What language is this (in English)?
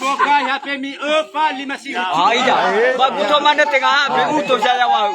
Nias